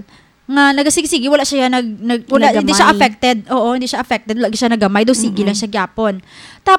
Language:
Hiligaynon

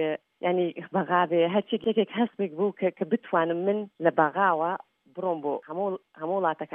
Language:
Central Kurdish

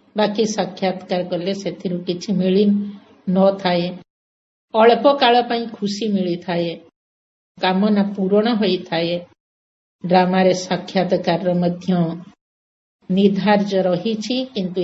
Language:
Odia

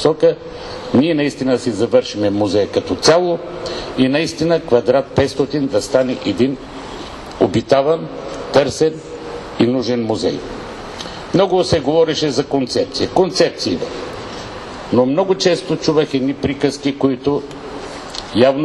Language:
Bulgarian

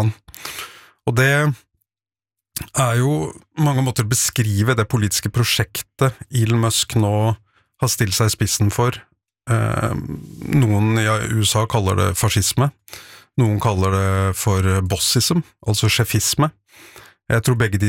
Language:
Norwegian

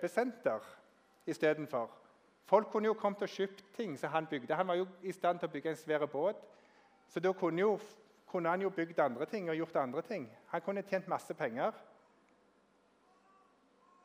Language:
Norwegian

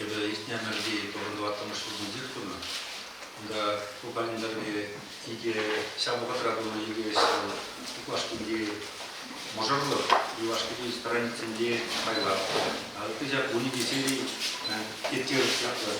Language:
Chuvash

